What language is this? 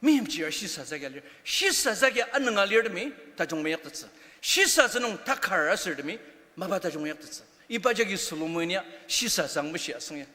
Ao Naga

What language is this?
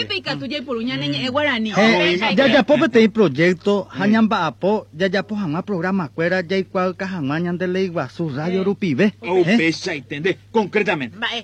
Guarani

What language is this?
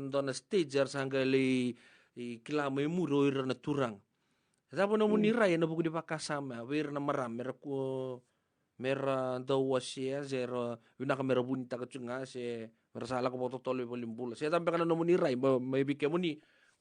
Fijian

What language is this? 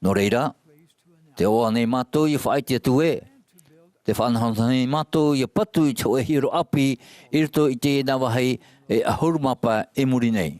Tahitian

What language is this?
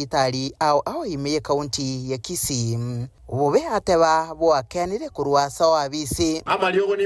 Gusii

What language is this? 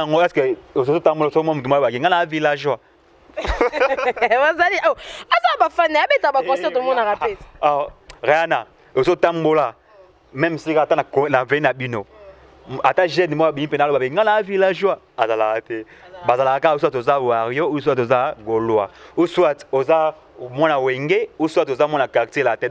Lingala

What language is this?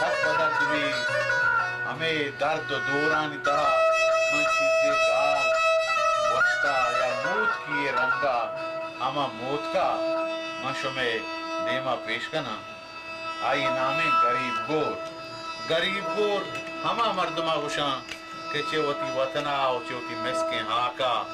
Baluchi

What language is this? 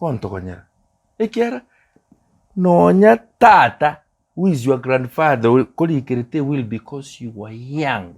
Gusii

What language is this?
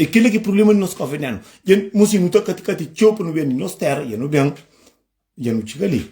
Kabuverdianu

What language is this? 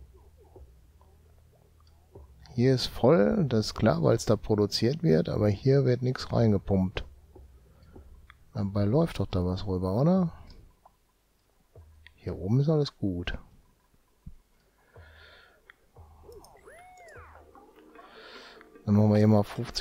German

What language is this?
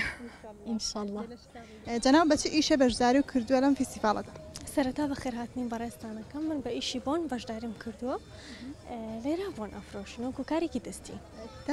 Central Kurdish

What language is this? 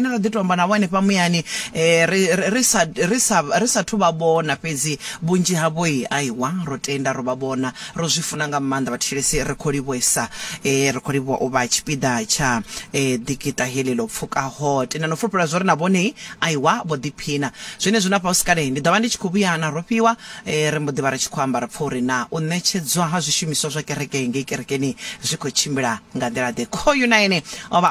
Venda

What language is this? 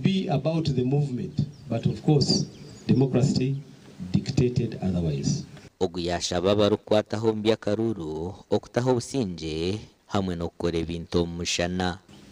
Nyankole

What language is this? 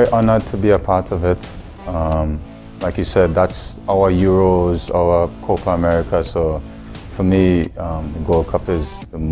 English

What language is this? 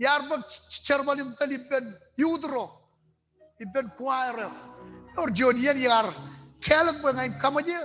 Marshallese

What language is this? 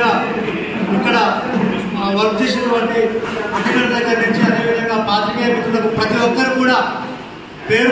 Telugu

